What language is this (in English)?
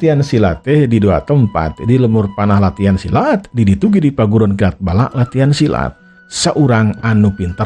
Sundanese